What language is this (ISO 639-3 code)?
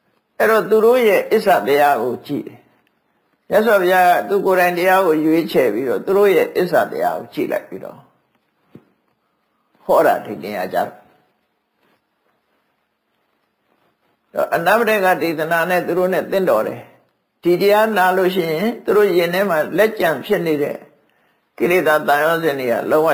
mya